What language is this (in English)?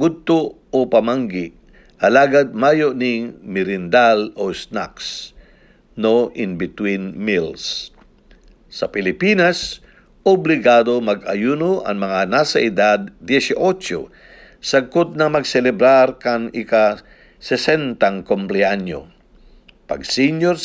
Bikol